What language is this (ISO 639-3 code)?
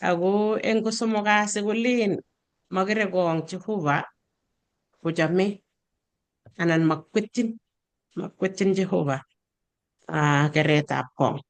kln